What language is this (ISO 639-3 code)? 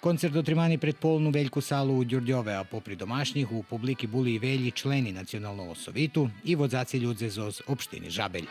rue